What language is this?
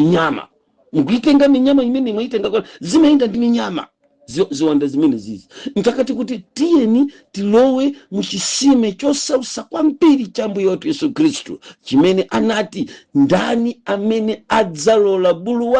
Nyanja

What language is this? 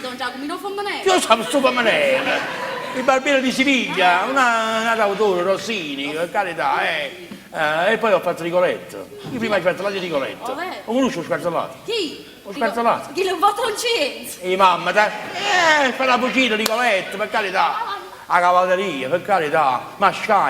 Neapolitan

